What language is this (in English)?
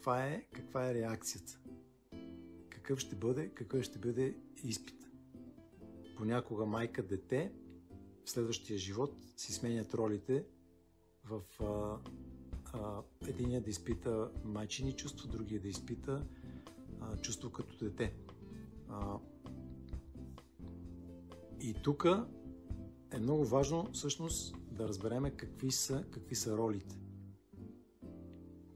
Bulgarian